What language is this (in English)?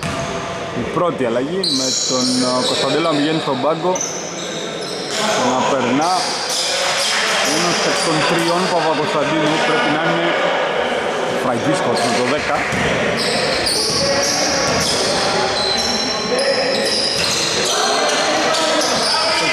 Greek